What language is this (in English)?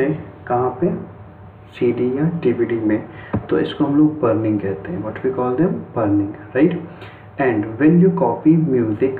Hindi